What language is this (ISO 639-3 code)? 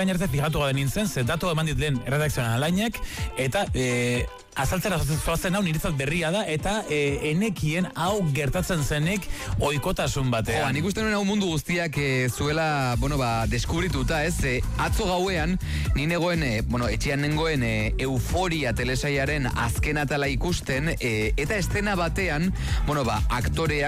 eus